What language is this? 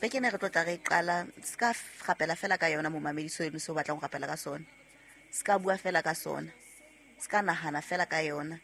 Southern Sotho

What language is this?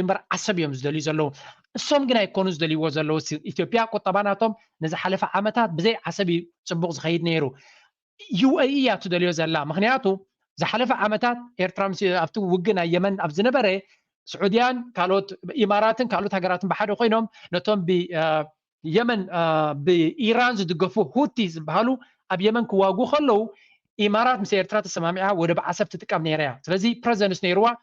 Tigrinya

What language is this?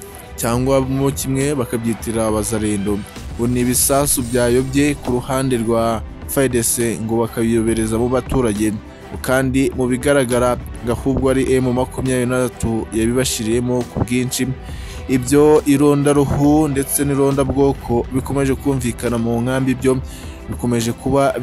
Kinyarwanda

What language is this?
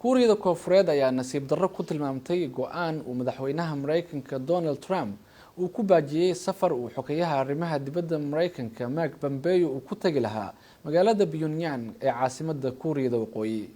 Somali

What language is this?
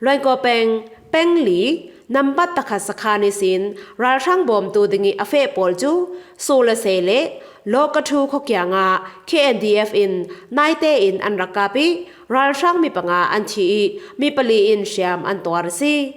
Falam Chin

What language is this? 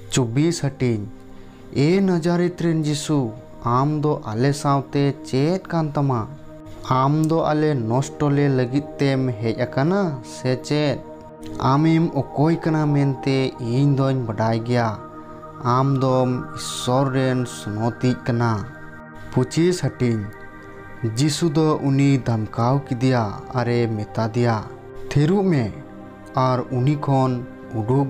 Santali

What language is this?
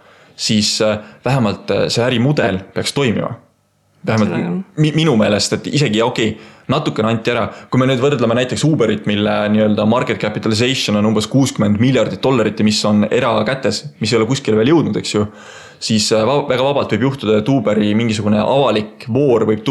Estonian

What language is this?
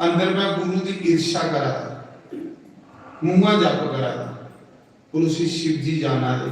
Dogri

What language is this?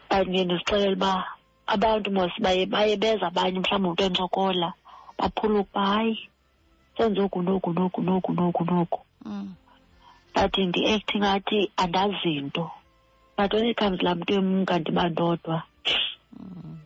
Xhosa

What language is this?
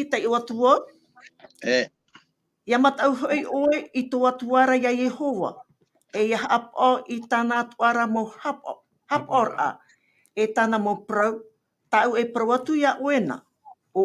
Tahitian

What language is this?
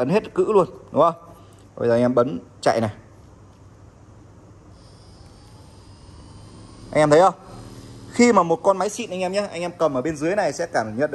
Vietnamese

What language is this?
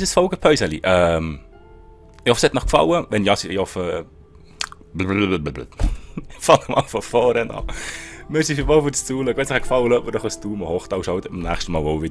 Swiss German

